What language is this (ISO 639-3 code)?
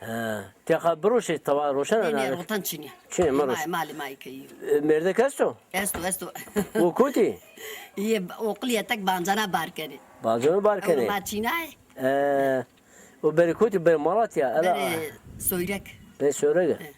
zza